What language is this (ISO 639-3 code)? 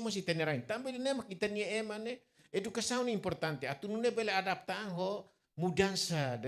tet